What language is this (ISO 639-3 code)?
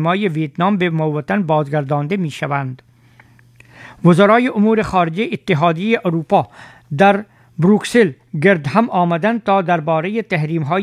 fas